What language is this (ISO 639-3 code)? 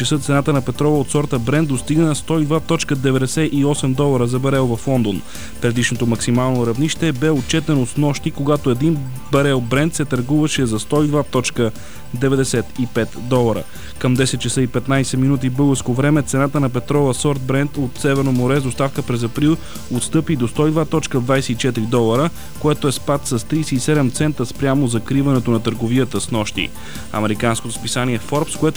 bul